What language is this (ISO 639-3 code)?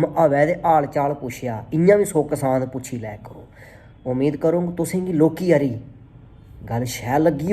doi